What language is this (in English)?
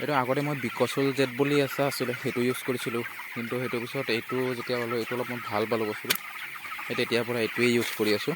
Assamese